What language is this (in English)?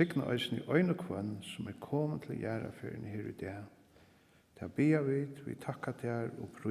Faroese